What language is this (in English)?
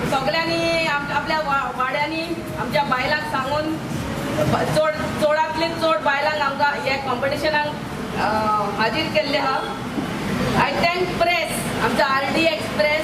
Konkani